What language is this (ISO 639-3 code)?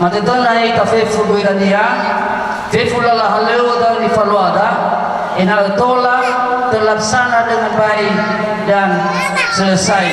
nia